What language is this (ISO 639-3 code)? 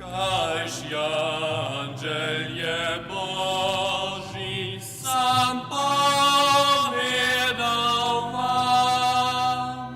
hsb